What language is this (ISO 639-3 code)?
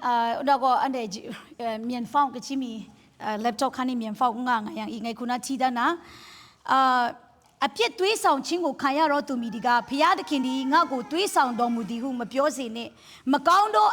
kac